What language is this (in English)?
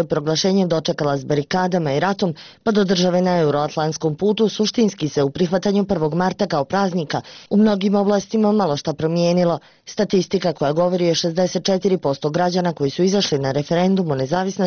Bosnian